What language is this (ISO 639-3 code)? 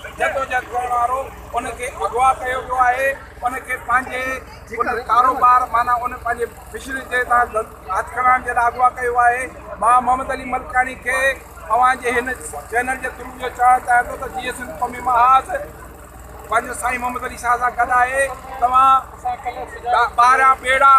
snd